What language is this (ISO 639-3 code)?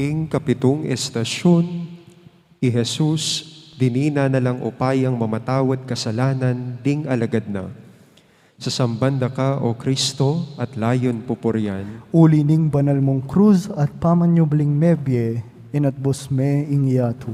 pam